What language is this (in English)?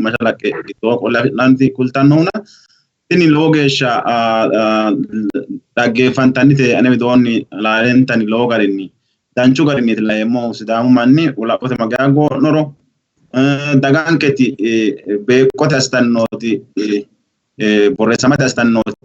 Sidamo